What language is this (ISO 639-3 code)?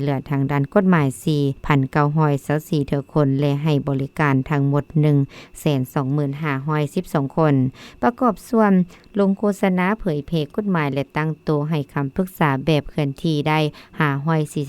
lao